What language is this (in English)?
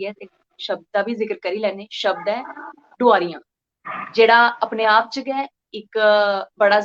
Dogri